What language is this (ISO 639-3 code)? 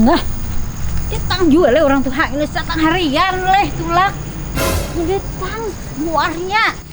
bjn